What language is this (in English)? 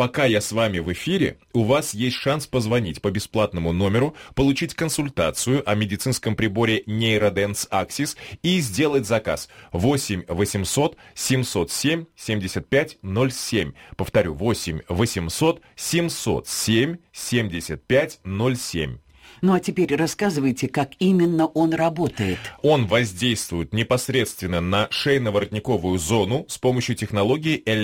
Russian